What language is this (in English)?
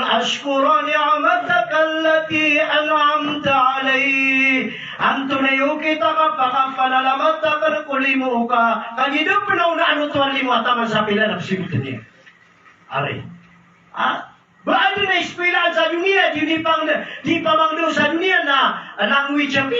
Maranao